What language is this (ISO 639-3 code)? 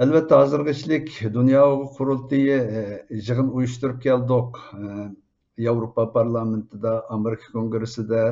uig